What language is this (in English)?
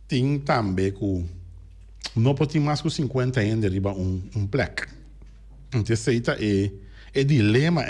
Papiamento